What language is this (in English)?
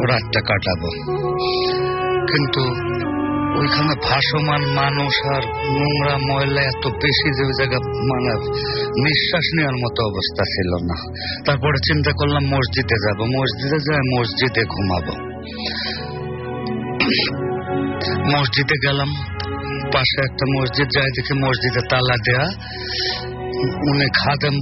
Bangla